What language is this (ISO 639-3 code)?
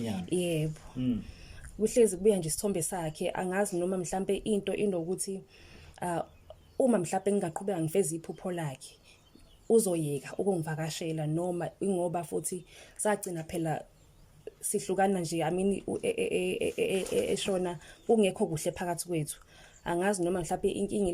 zul